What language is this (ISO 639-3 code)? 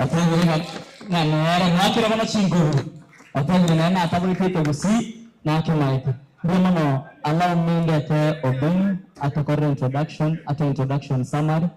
guz